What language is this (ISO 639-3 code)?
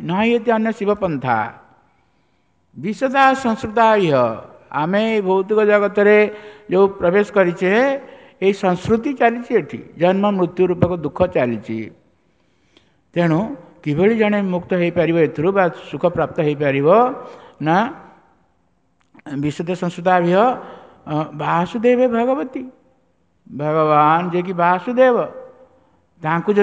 ori